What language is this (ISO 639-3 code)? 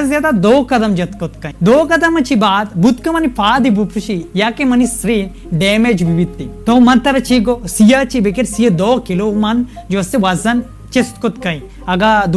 bal